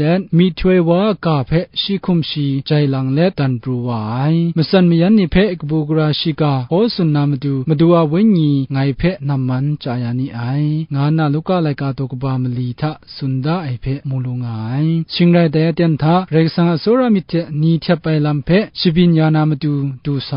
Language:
Kachin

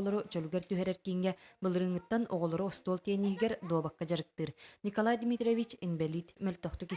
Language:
Yakut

